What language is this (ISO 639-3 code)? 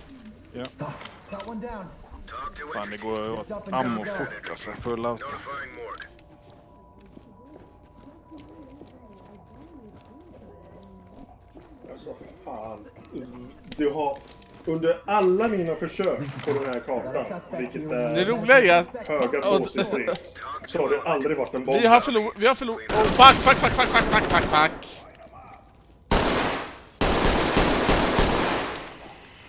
swe